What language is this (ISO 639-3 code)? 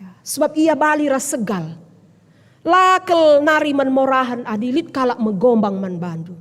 btx